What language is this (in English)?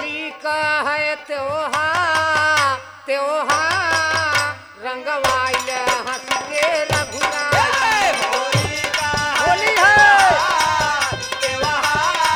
Bhojpuri